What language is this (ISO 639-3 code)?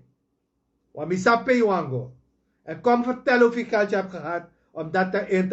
srn